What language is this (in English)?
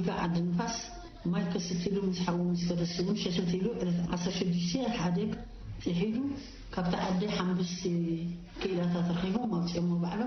Tigrinya